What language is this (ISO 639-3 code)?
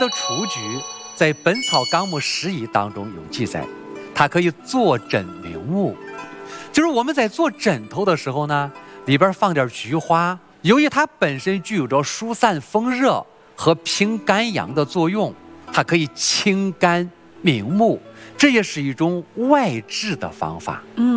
zho